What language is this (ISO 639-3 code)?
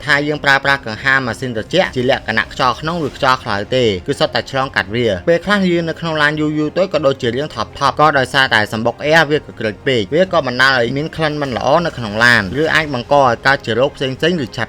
khm